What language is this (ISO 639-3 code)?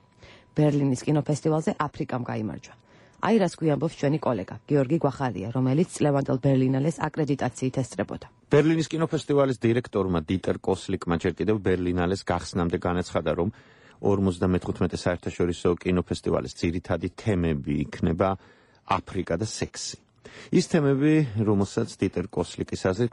kat